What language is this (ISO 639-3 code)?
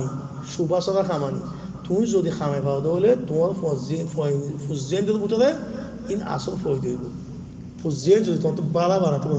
rhg